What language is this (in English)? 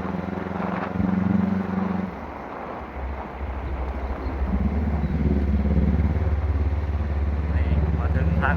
Northeastern Thai